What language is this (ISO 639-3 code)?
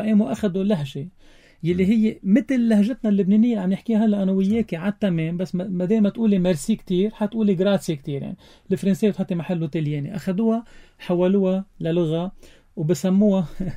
apc